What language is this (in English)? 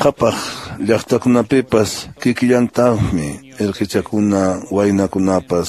Quechua